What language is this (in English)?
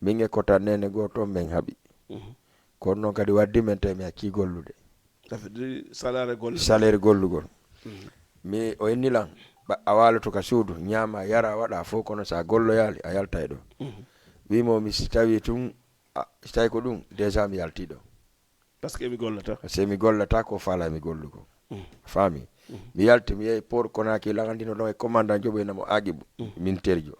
Fula